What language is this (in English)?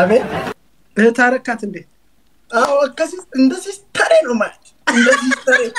Oromo